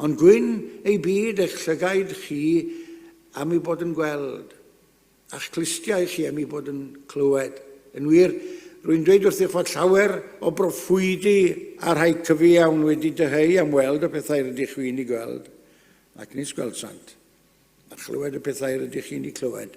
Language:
Welsh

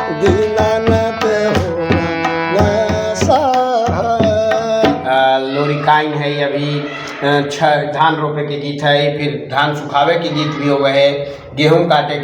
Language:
Magahi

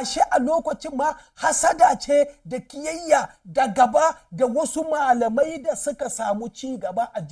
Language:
Hausa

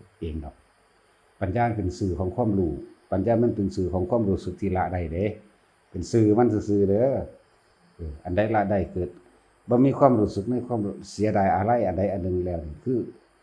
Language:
Northeastern Thai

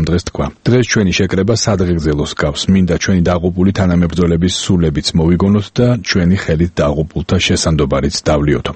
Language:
Georgian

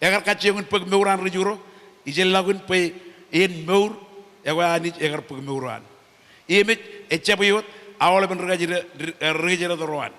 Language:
Marshallese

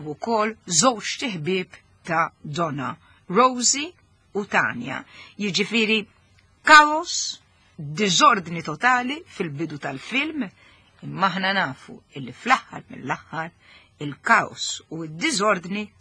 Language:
Maltese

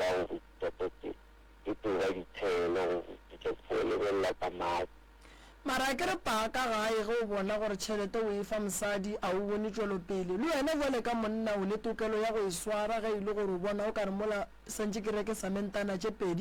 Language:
Northern Sotho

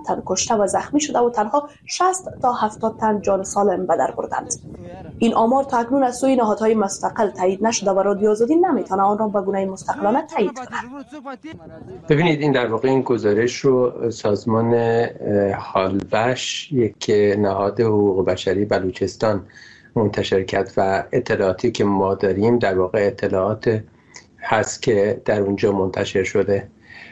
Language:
Persian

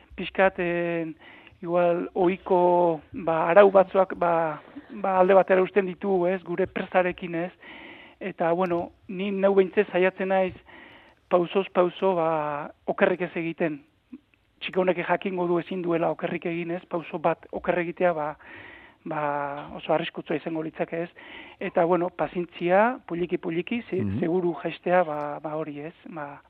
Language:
Basque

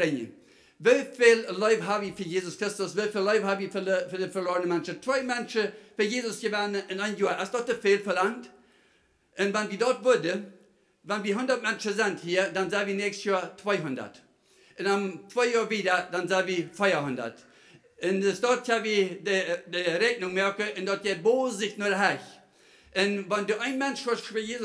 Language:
Plautdietsch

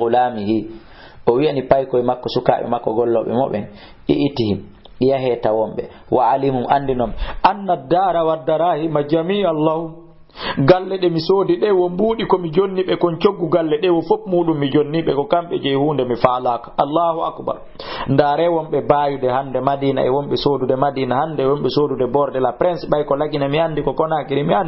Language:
Fula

